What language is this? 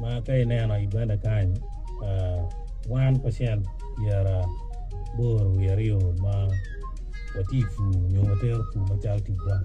Acoli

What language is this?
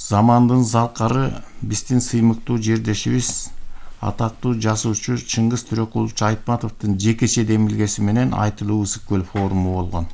Kyrgyz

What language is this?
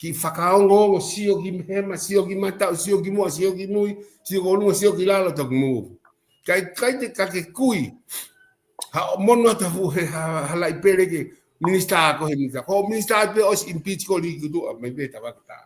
Tongan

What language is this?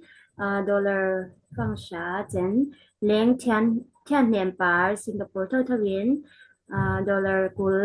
Falam Chin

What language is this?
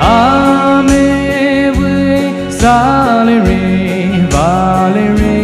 Poumei Naga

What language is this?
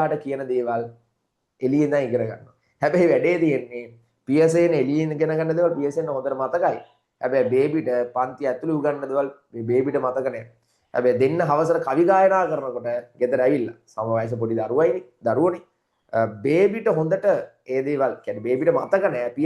Sinhala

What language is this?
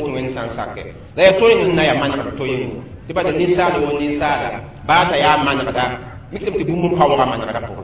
Mossi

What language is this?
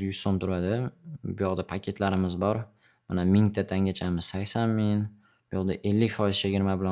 Uzbek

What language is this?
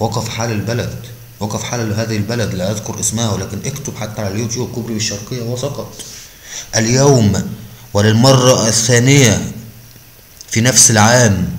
Egyptian Arabic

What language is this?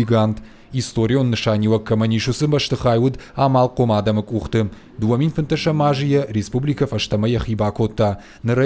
Ossetic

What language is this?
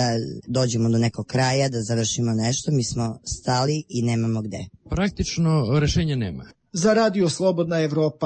Serbian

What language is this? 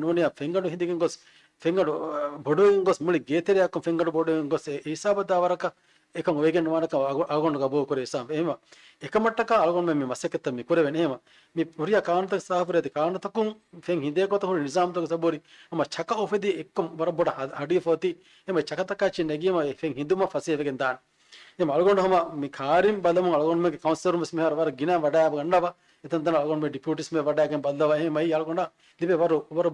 Divehi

